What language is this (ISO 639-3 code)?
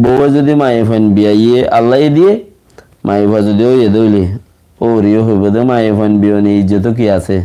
rhg